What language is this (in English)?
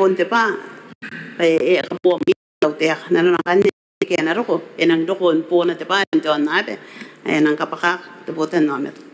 Gilbertese